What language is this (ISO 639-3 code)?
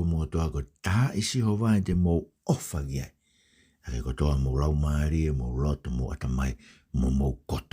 ton